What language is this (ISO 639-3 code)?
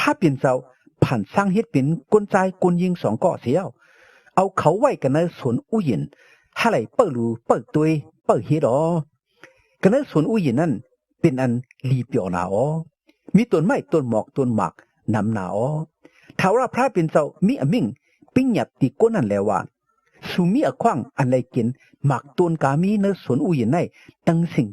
shn